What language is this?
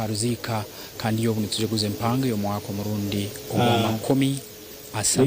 Nyankole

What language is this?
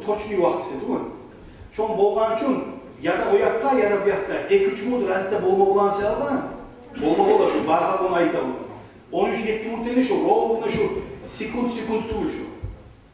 Kumyk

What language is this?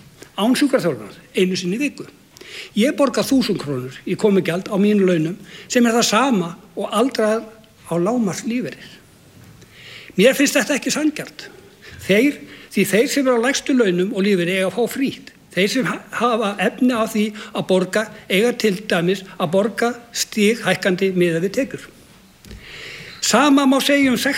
Icelandic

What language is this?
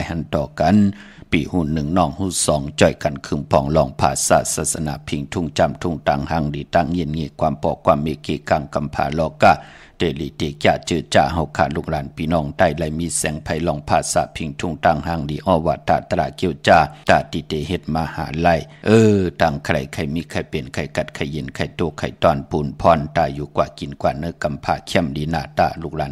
Shan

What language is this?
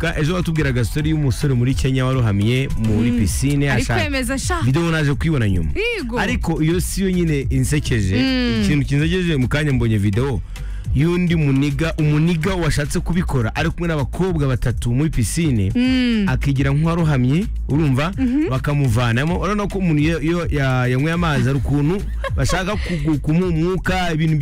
Kinyarwanda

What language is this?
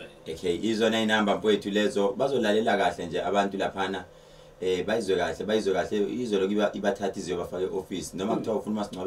Zulu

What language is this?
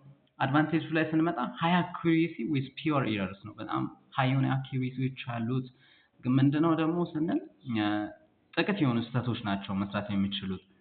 Amharic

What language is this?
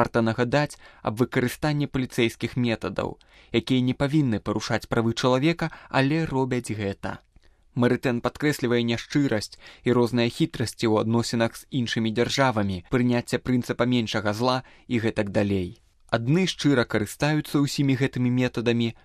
Belarusian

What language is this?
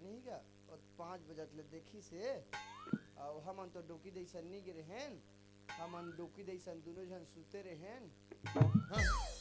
Chhattisgarhi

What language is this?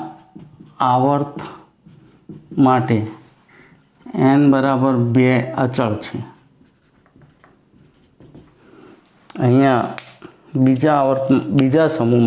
Gujarati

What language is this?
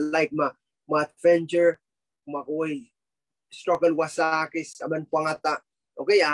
Pohnpeian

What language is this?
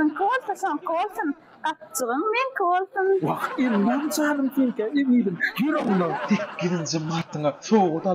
Turkmen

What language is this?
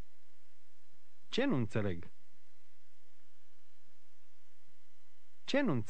Romanian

